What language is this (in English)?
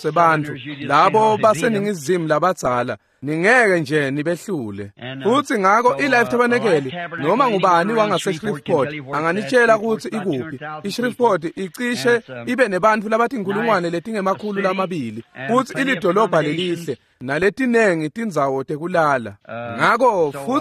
Swati